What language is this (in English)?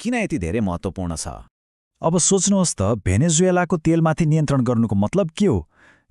Nepali